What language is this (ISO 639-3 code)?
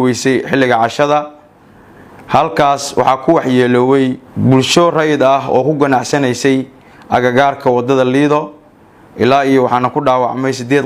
som